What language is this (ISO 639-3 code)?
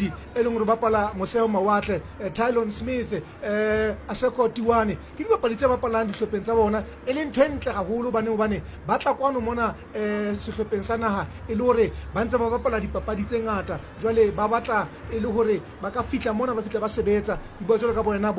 sot